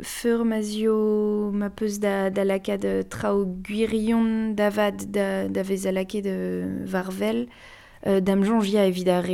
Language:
Breton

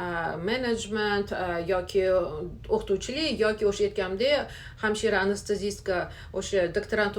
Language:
Uzbek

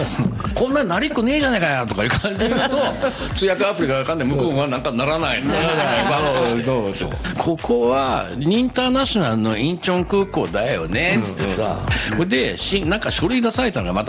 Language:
Japanese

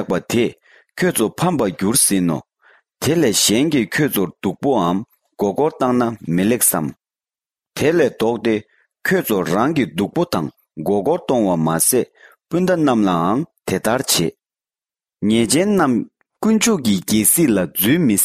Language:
Latvian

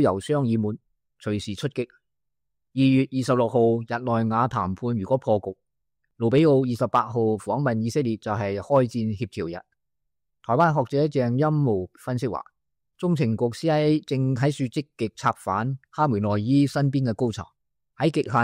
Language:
Cantonese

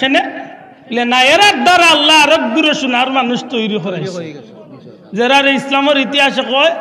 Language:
Sylheti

